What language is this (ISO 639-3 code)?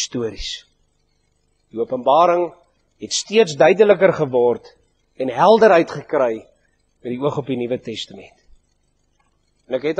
afr